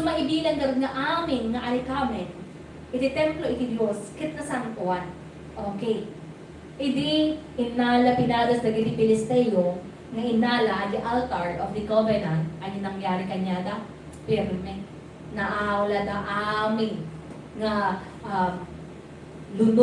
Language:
Iloko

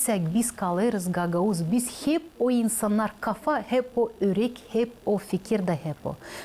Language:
Gagauz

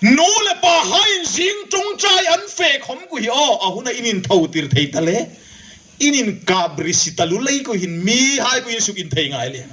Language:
Hmar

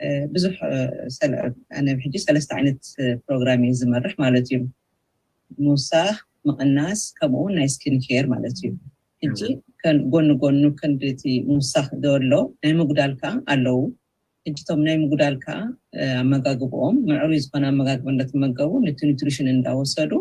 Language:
Tigrinya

